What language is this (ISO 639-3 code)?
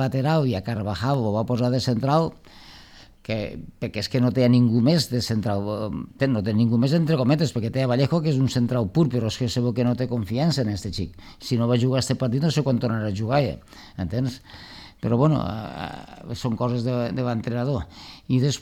cat